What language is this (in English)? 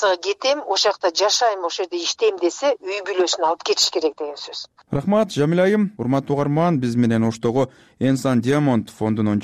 Kyrgyz